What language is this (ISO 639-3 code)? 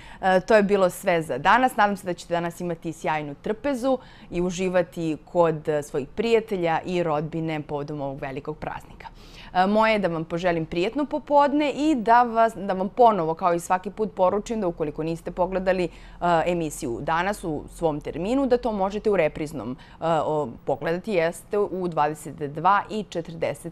srp